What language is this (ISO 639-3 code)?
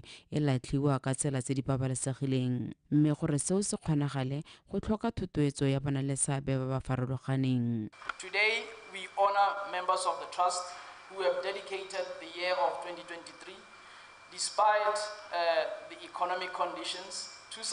tsn